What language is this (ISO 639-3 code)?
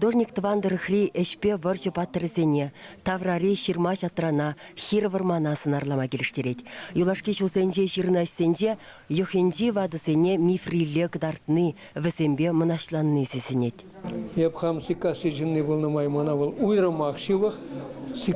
chv